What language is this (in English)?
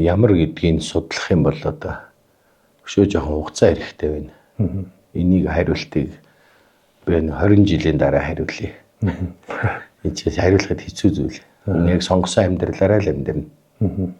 Mongolian